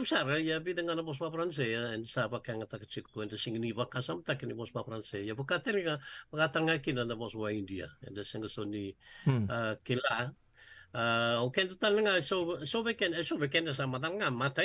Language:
Fijian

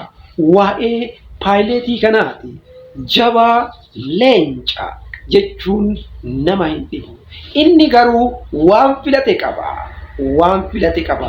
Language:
Oromo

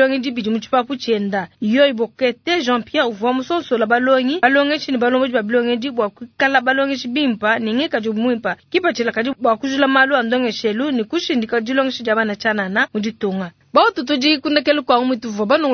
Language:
Luba-Lulua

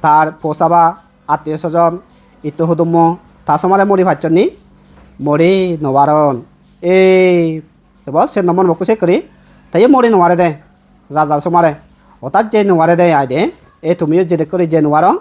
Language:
Chakma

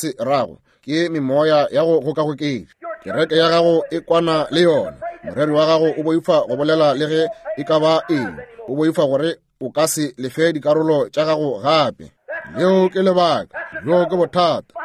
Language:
Northern Sotho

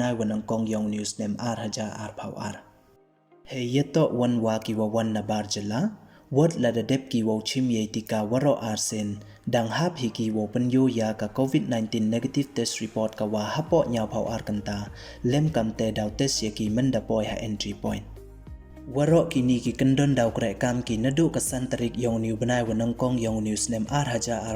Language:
Pnar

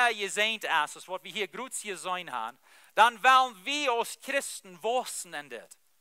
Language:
Plautdietsch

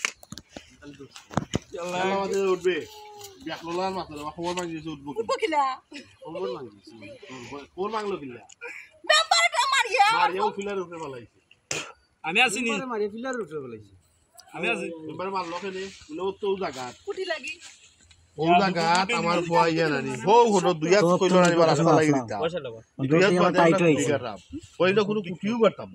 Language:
Sylheti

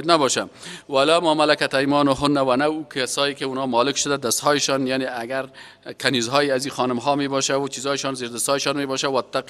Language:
Persian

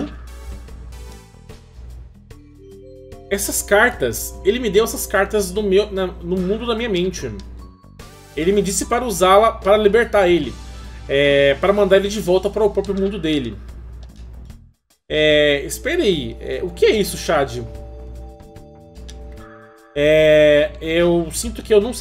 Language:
Portuguese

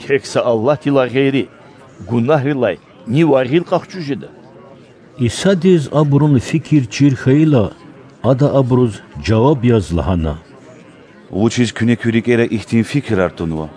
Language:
Lezghian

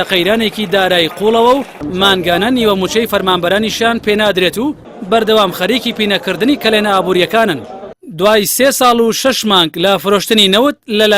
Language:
Central Kurdish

